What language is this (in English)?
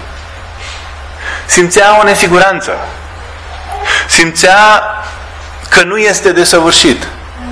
Romanian